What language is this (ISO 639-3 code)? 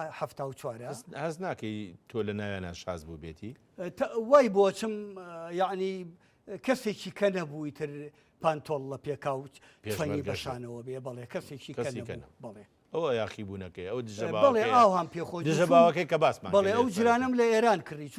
ckb